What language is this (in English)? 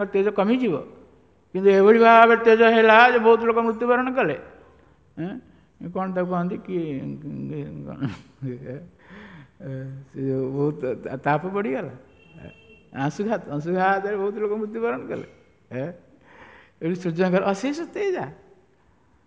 Odia